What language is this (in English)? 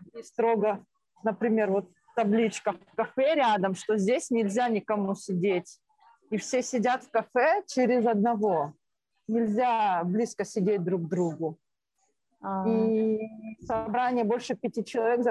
Russian